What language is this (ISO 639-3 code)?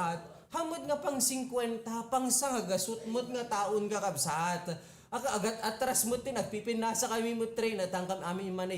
ilo